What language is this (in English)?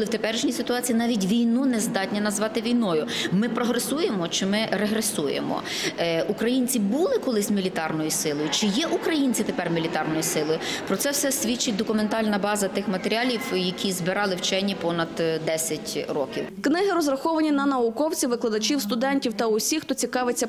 Ukrainian